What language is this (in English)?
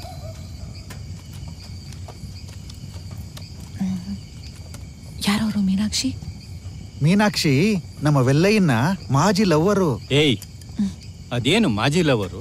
Kannada